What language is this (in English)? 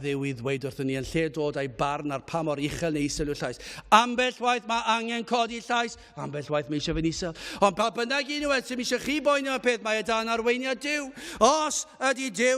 Welsh